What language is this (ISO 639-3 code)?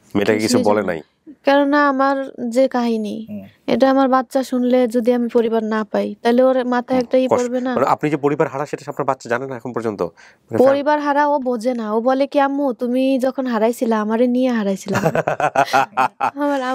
ben